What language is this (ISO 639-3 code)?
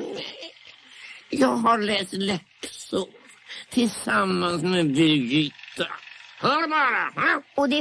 swe